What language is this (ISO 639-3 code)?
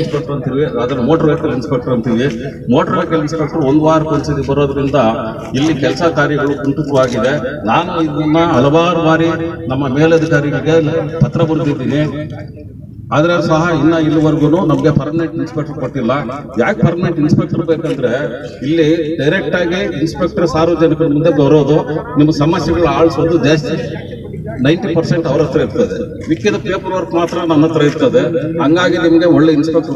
kan